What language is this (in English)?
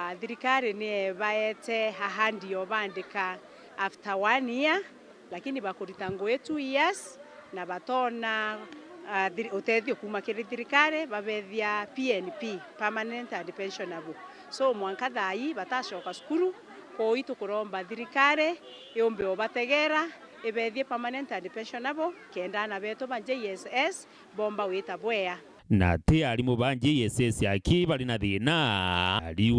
Meru